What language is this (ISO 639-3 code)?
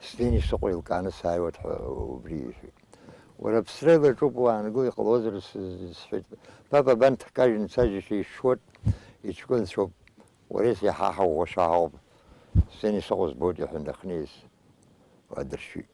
abk